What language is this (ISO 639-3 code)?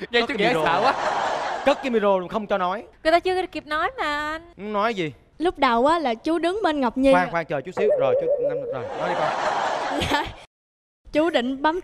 vie